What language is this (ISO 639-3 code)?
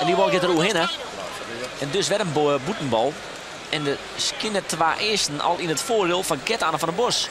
fry